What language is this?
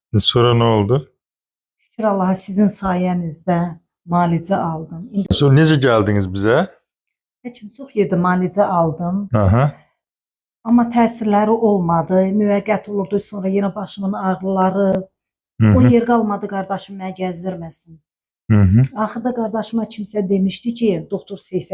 Azerbaijani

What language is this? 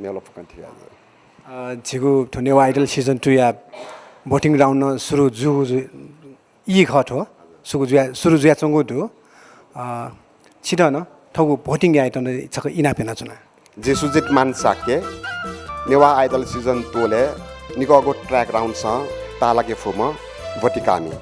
Newari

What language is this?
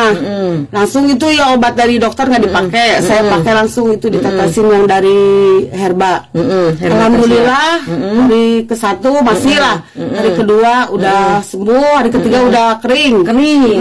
Indonesian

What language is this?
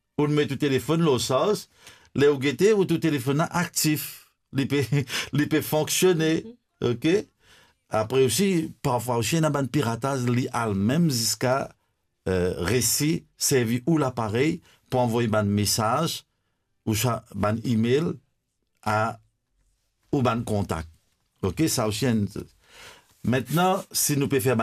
Morisyen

